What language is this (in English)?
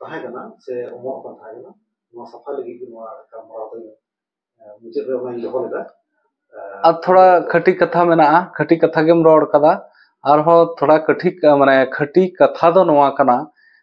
Santali